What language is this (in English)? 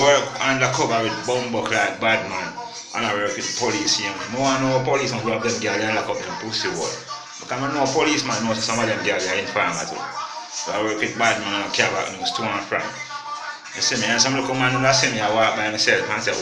Jamaican Creole English